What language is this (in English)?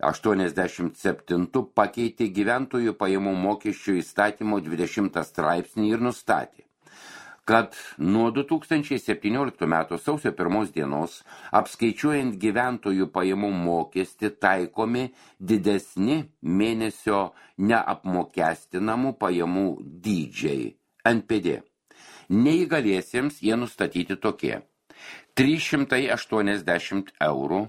Lithuanian